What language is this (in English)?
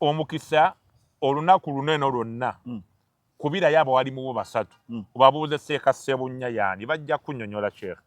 Ganda